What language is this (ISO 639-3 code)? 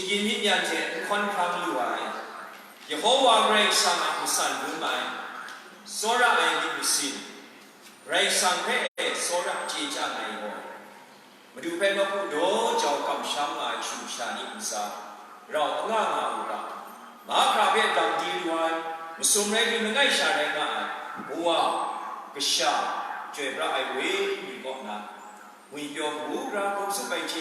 kac